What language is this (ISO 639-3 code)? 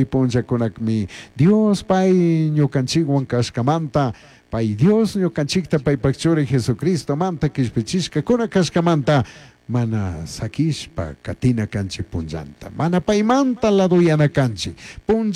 qug